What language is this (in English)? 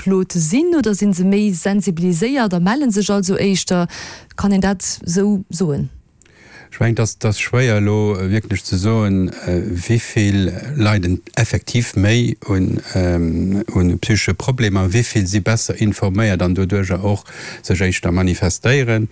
Luxembourgish